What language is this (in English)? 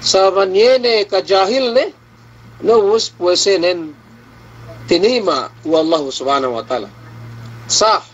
Yakan